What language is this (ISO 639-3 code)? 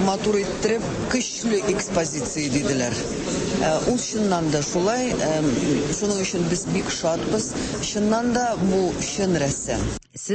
tat